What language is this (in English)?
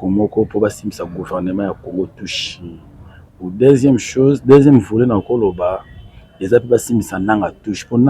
Lingala